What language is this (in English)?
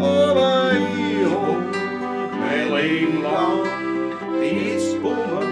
Bavarian